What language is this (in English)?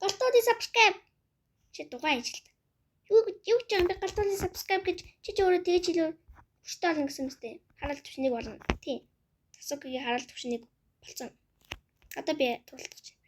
Mongolian